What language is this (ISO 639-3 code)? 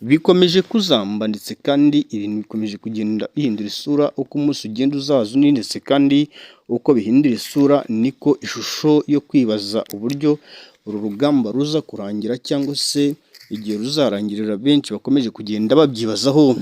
kin